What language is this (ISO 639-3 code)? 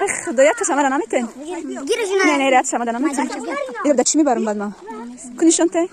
tgk